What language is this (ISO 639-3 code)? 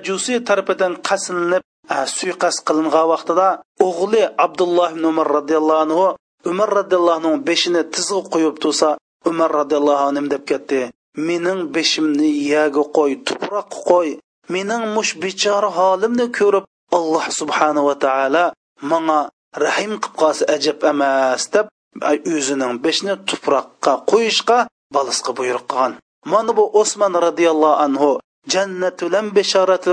uig